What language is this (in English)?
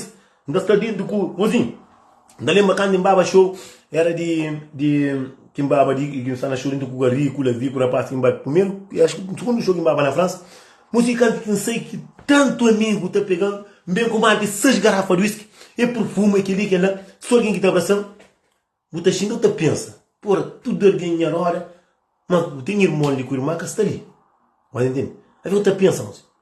Kabuverdianu